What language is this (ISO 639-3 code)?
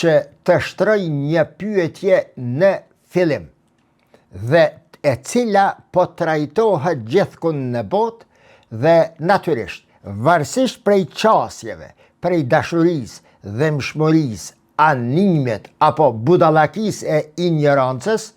sqi